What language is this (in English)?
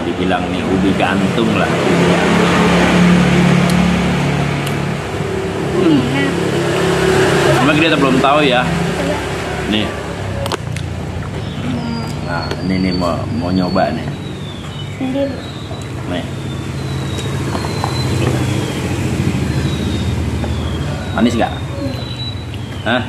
Indonesian